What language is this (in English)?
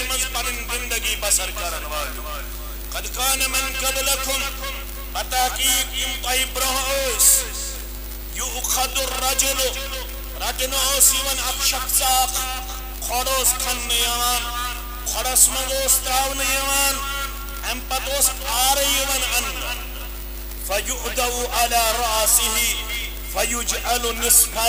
Kashmiri